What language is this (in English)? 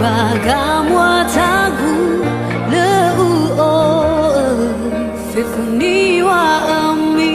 Nias